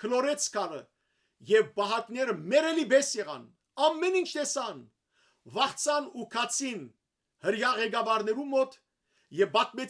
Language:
Western Armenian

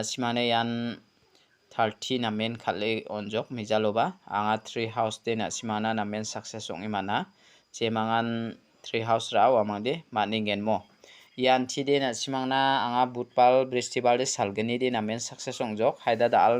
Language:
Garo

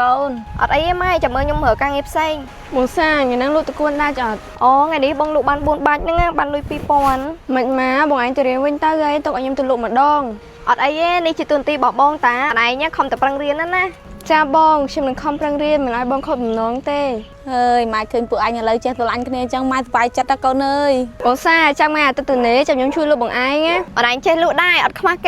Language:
Khmer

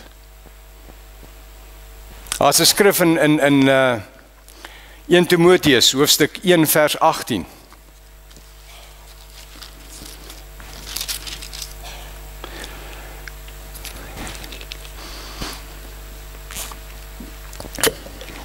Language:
Afrikaans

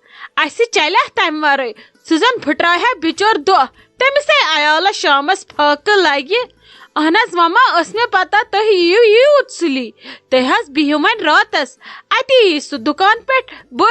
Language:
Kashmiri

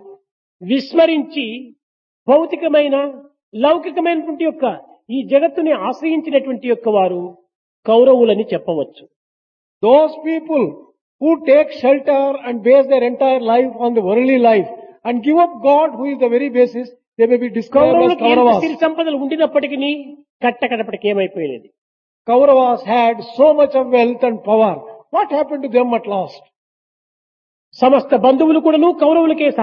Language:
Telugu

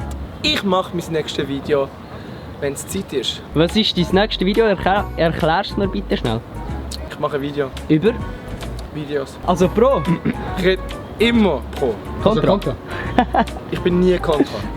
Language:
Swiss German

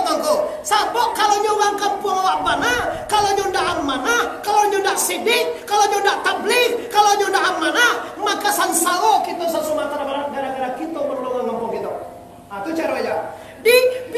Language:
Minangkabau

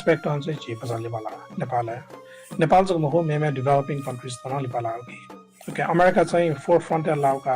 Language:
Newari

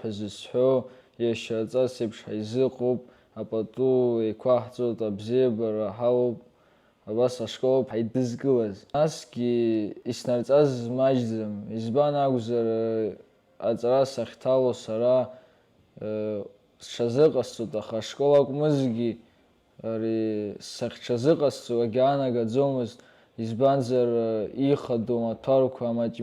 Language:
Abkhazian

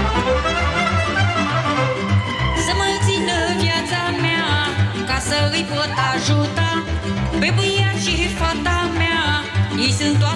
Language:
Romanian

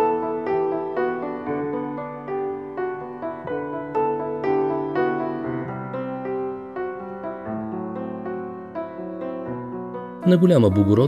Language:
Bulgarian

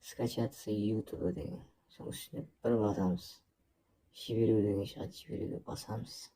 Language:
Kara-Kalpak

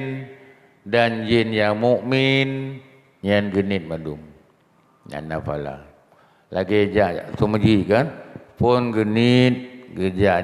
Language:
Achinese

